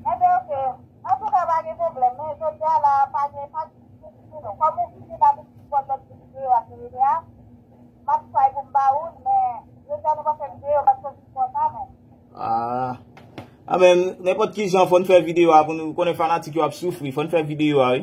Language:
Haitian Creole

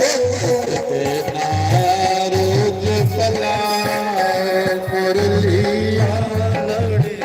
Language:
Dogri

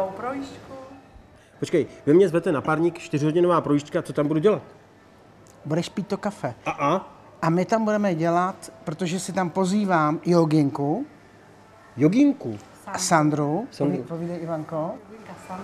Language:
Czech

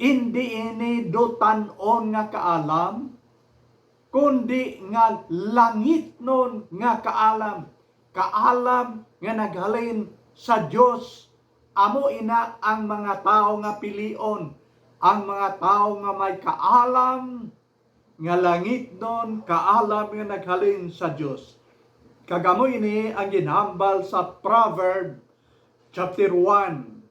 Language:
Hiligaynon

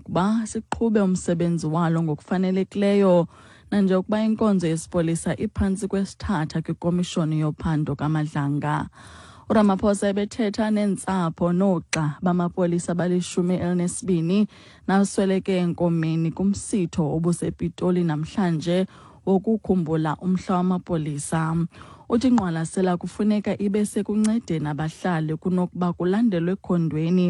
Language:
Xhosa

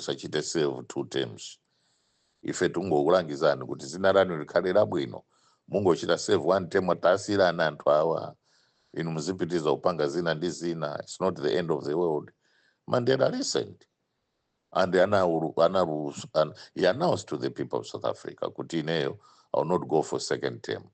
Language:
Nyanja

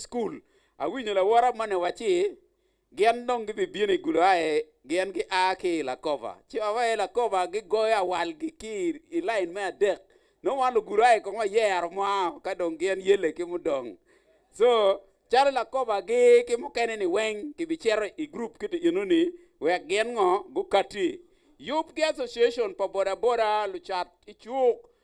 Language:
Acoli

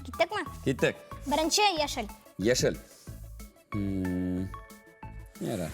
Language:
Tatar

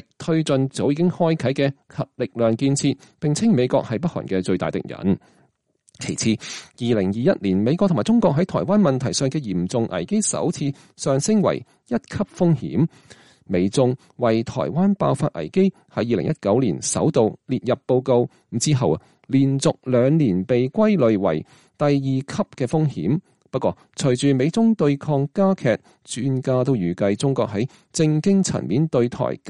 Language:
Cantonese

